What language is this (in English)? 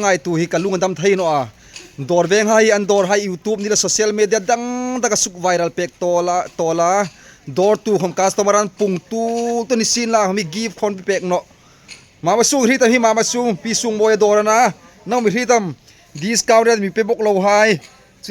Hmar